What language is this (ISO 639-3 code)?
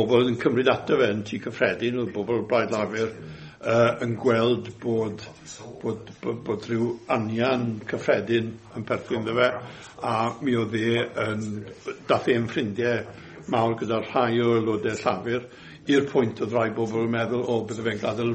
cym